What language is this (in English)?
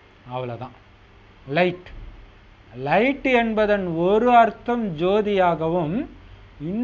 Tamil